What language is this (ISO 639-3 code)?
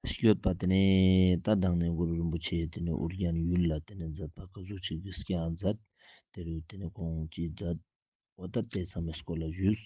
lbj